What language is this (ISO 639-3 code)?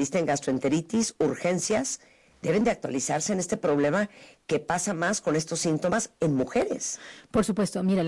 spa